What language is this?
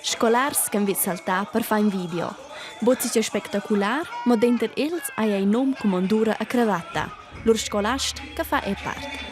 Romansh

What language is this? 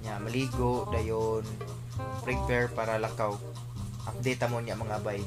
Cebuano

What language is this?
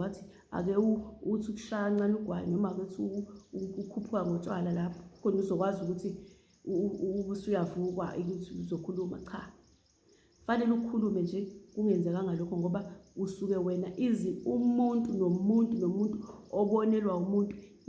Zulu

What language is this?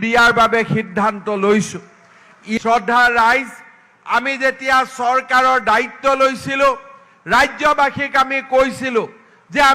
Assamese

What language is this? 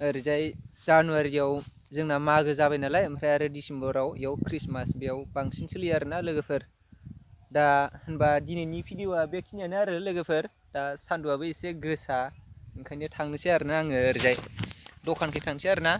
Bodo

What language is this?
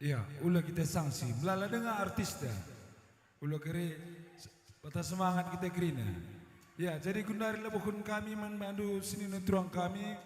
Batak Karo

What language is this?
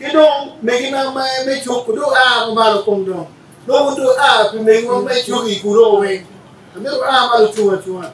Acoli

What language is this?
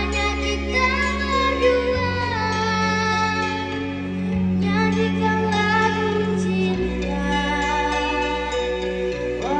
Indonesian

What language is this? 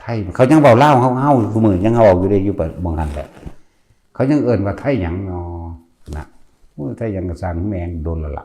Northeastern Thai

